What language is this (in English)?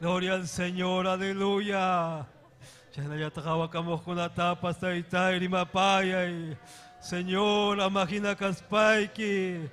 Ayacucho Quechua